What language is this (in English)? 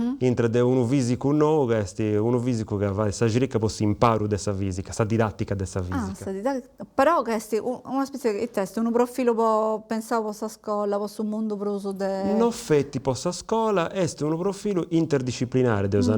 Sardinian